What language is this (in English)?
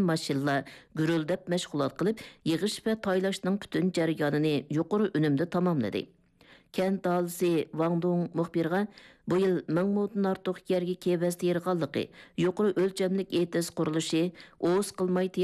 Uyghur